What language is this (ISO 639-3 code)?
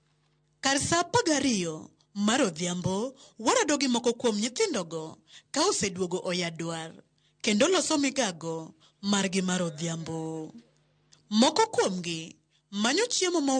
luo